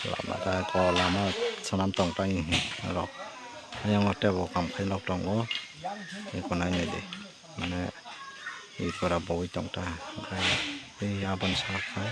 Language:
Kok Borok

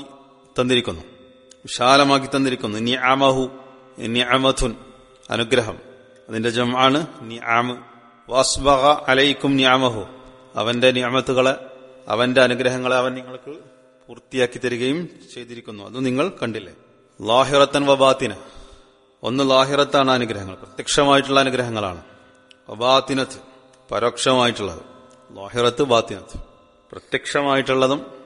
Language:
Malayalam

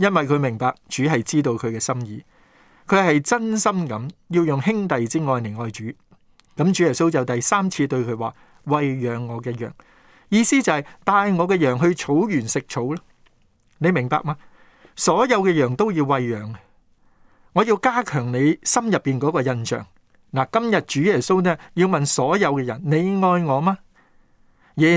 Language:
Cantonese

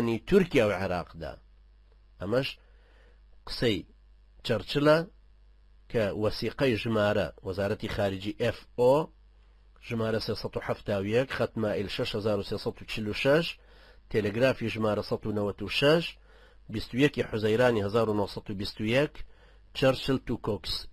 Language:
Central Kurdish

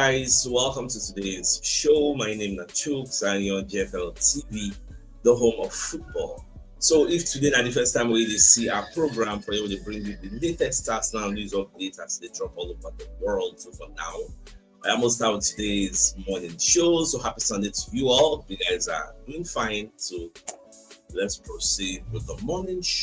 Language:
Nigerian Pidgin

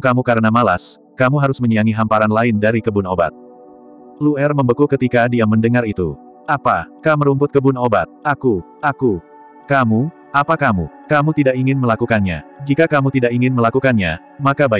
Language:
Indonesian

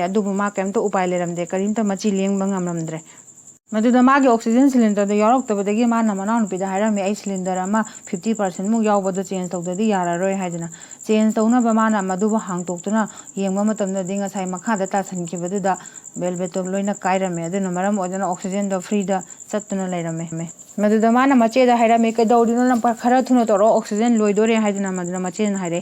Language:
Manipuri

